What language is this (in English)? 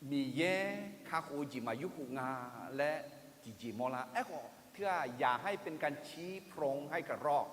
Akha